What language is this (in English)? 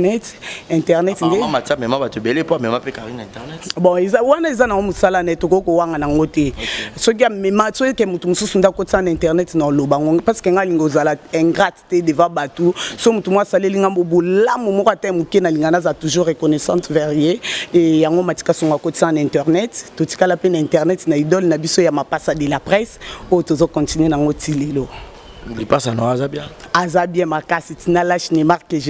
Lingala